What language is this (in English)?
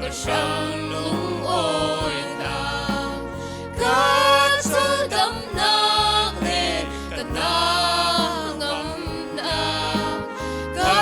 Falam Chin